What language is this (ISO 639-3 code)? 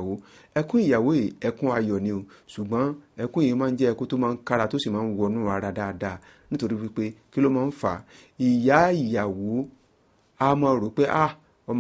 yor